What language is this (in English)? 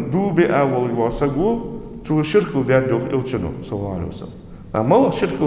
Ingush